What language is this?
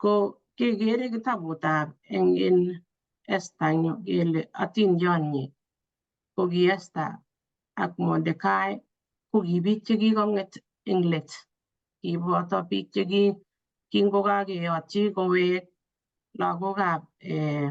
Kalenjin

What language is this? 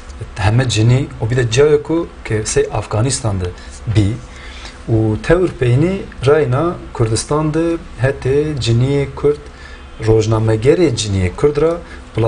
Zaza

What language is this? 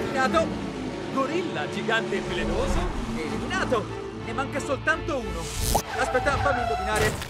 Italian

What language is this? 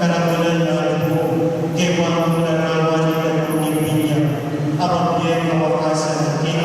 Pampanga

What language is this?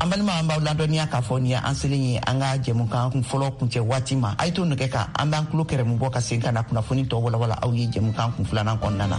Bambara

